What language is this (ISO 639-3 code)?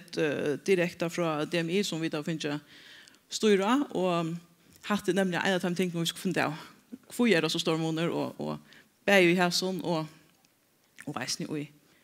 fao